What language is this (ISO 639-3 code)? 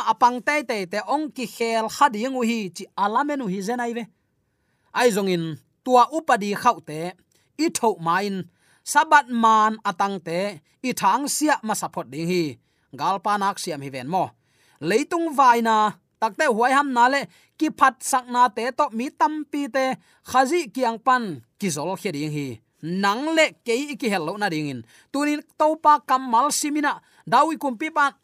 ctd